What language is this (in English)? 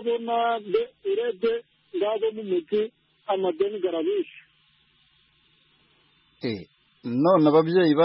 Kinyarwanda